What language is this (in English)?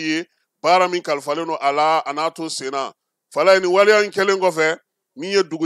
Bambara